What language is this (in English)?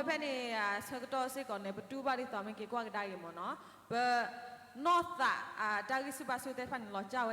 S'gaw Karen